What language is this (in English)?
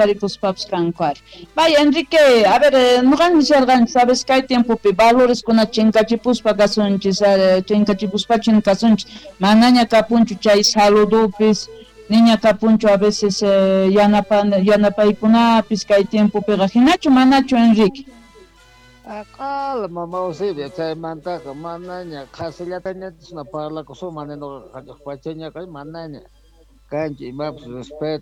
Quechua